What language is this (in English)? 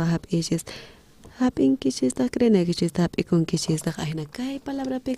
South Bolivian Quechua